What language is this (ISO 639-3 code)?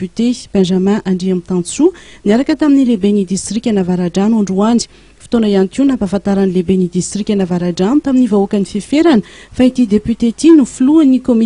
mlg